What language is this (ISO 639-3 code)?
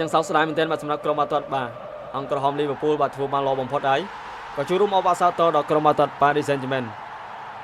khm